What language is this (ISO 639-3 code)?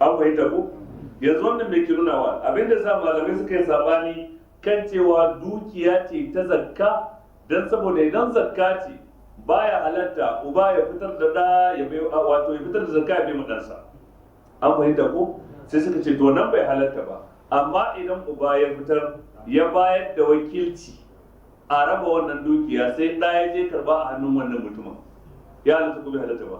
hau